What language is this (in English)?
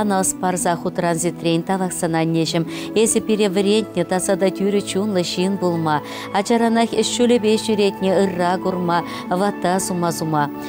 Chuvash